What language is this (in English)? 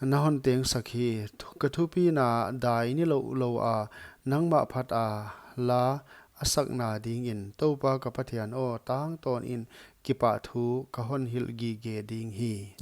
Paite Chin